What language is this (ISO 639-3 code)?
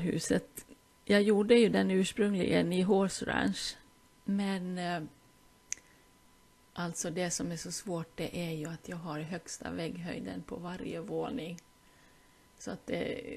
swe